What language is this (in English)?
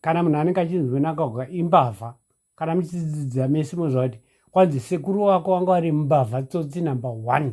Shona